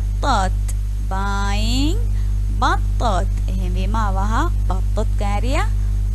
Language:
Divehi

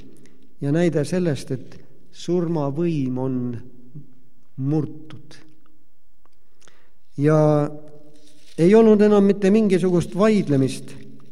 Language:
Estonian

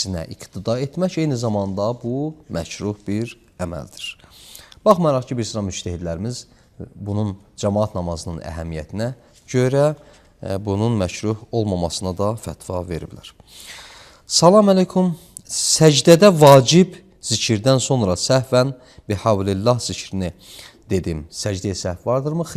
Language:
Azerbaijani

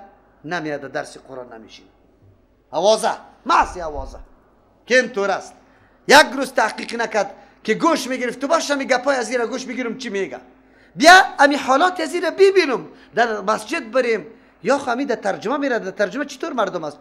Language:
Persian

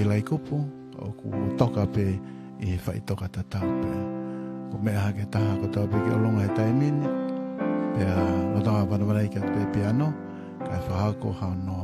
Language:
Tongan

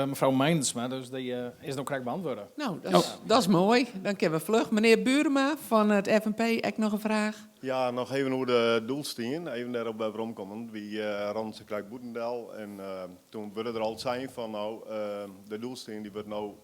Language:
Western Frisian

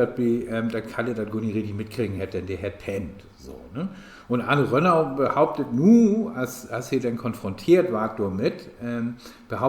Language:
Low German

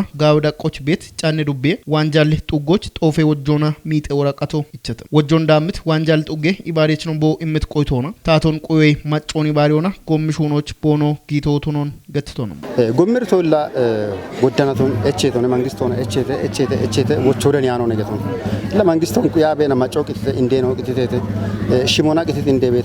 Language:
Kafa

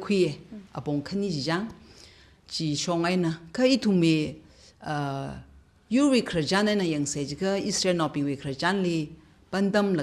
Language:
Tangkhul Naga (India)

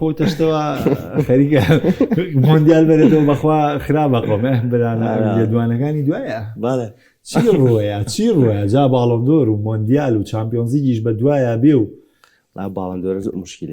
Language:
Central Kurdish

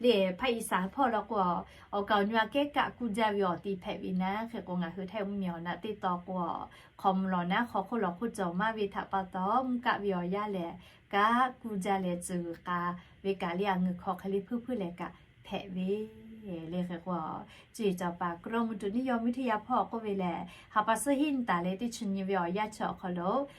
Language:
Lahu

